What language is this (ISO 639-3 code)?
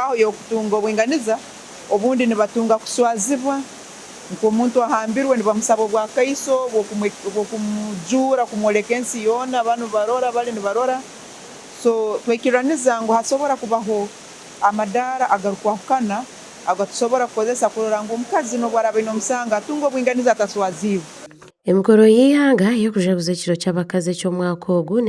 nyn